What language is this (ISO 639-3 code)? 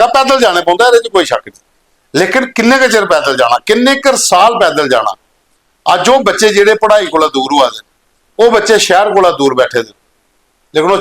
doi